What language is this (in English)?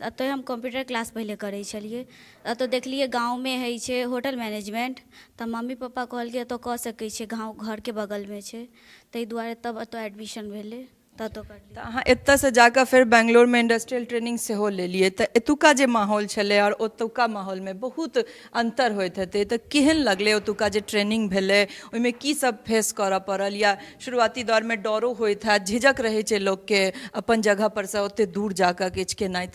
Maithili